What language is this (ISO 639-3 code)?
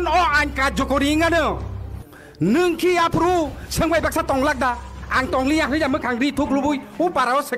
trp